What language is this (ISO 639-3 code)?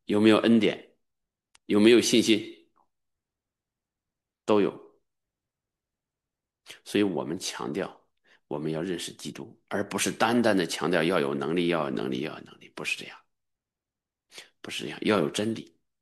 zho